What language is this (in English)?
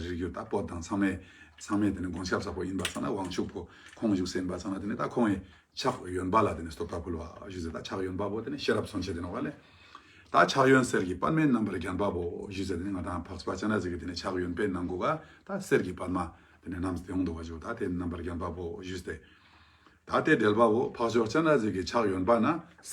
Ladakhi